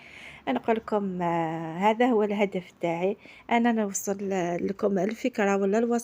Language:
Algerian Arabic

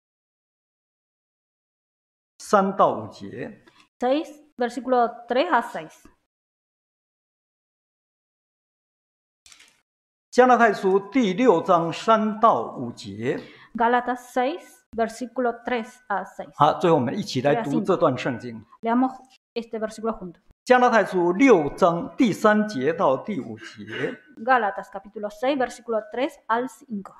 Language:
Chinese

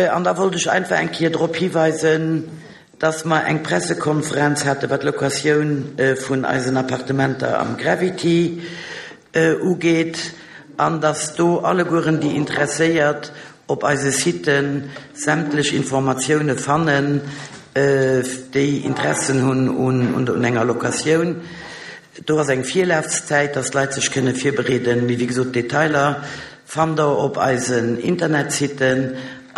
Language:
Luxembourgish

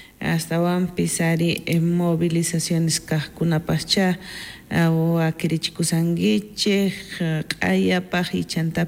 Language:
South Bolivian Quechua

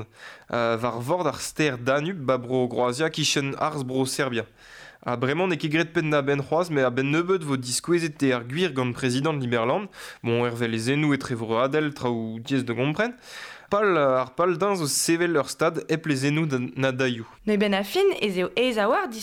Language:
Breton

